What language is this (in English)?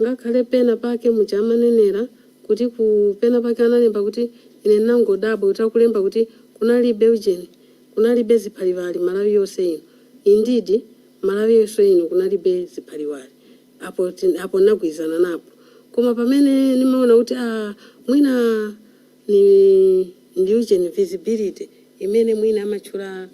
Nyanja